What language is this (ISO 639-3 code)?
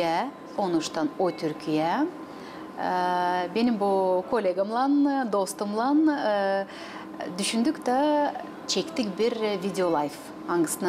gag